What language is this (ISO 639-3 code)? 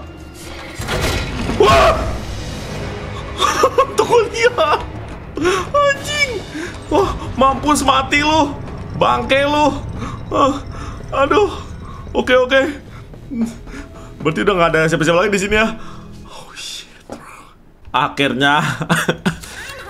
ind